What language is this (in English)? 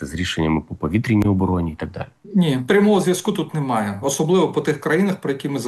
Ukrainian